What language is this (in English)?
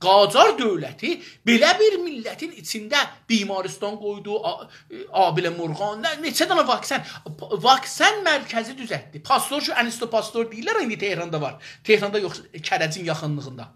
South Azerbaijani